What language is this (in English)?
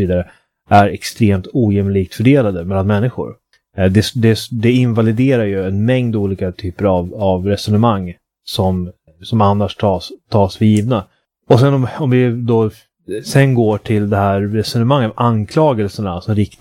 Swedish